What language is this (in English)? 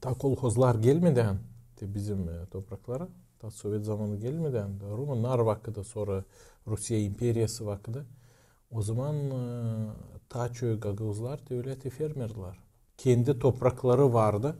Gagauz